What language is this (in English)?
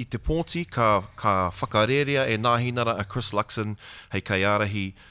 Māori